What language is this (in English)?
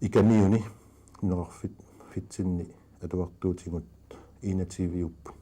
Kalaallisut